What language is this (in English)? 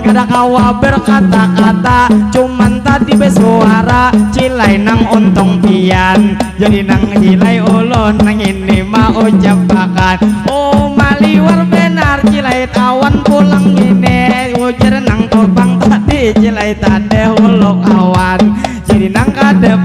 Banjar